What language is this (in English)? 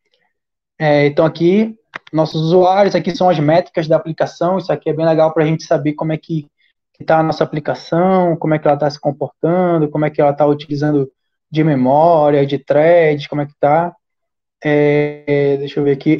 Portuguese